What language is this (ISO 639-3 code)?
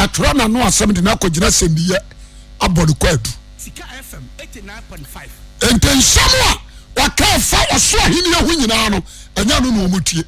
aka